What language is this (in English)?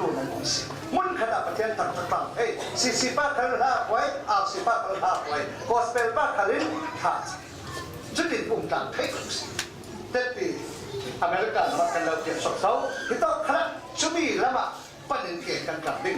Falam Chin